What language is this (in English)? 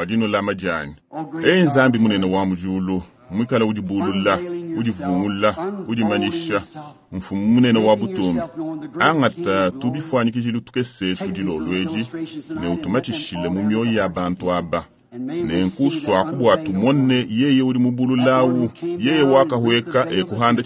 Luba-Lulua